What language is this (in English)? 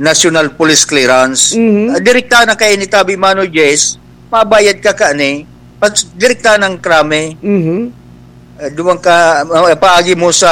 Bikol